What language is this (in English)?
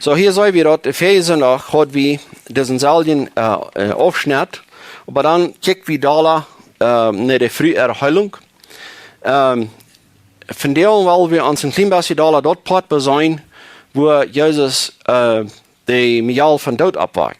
Plautdietsch